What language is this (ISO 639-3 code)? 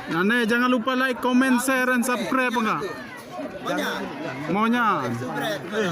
sas